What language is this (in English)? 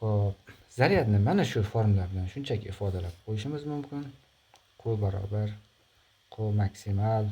Uzbek